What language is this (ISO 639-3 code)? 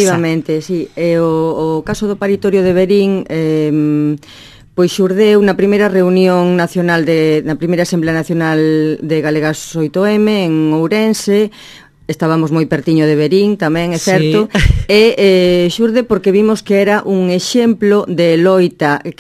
glg